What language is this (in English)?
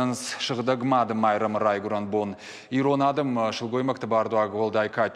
Ossetic